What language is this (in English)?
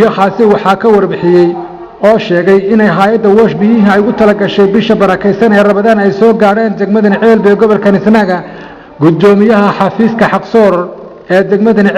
Somali